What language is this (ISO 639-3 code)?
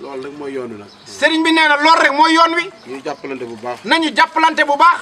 wol